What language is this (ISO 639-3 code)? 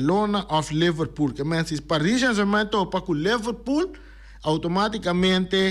pap